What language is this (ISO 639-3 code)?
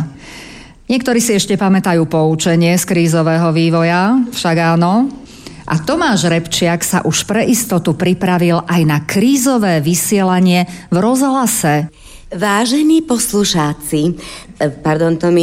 slk